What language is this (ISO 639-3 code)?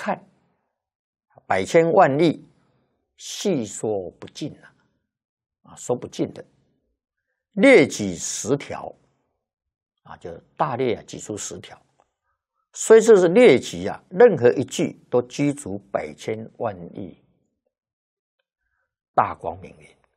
zho